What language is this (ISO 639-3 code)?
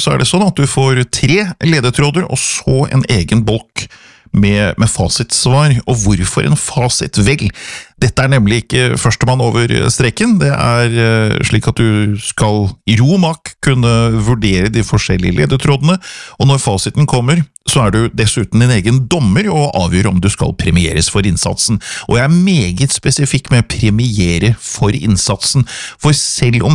nor